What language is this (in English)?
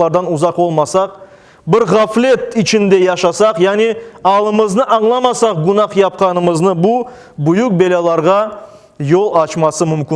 Crimean Tatar